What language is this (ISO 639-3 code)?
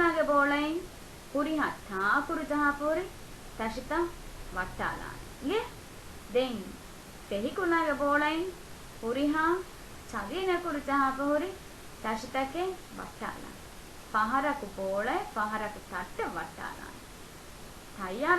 div